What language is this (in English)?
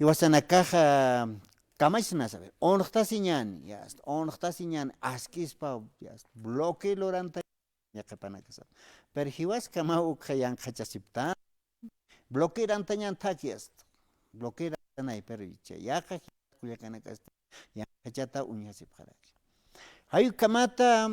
Aymara